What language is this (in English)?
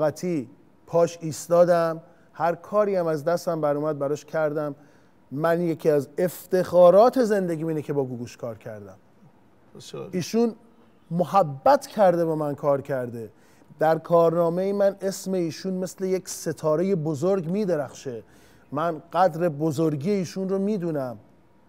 Persian